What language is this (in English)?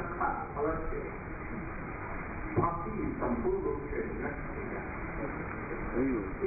Hindi